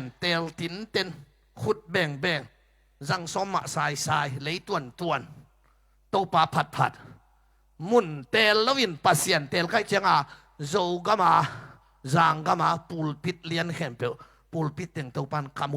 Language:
Tedim Chin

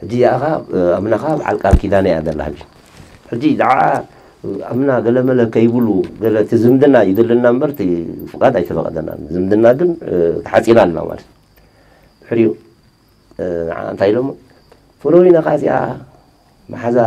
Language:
Tigrinya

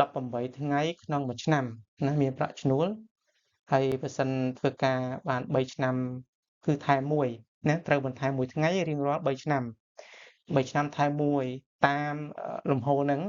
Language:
Khmer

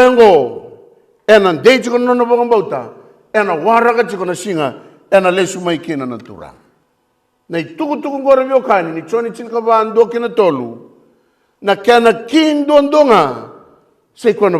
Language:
Fijian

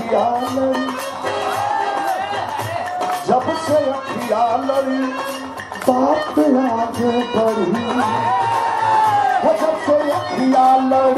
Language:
Bhojpuri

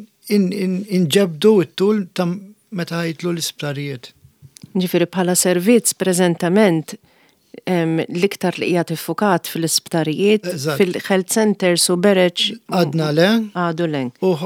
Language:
Maltese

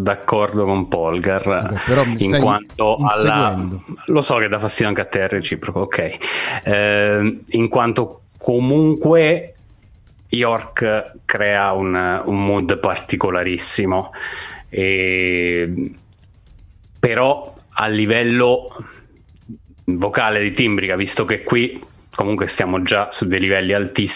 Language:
Italian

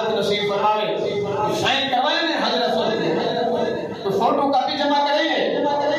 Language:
Saraiki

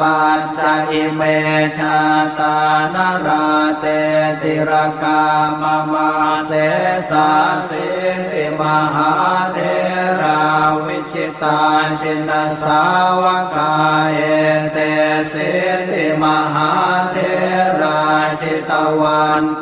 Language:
Pali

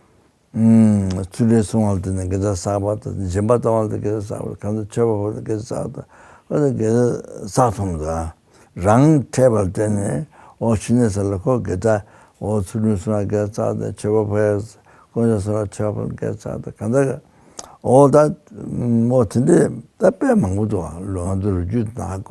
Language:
Tibetan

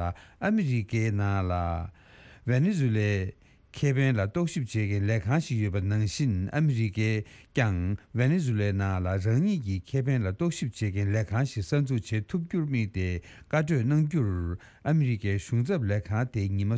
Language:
Tibetan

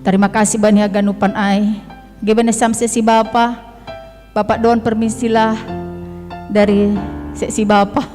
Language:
Batak Simalungun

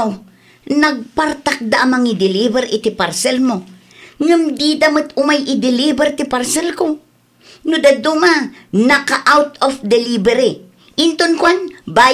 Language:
Iloko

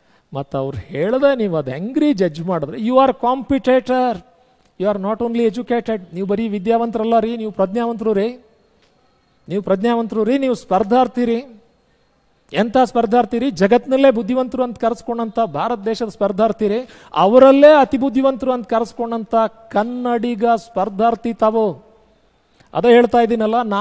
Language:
Kannada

